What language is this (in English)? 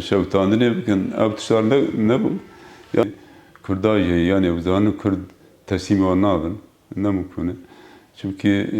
Kurdish